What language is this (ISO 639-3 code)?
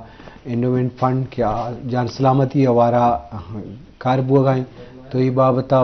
bgp